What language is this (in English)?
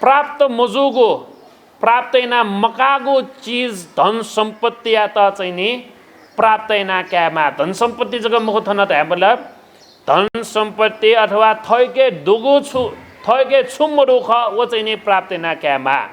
Newari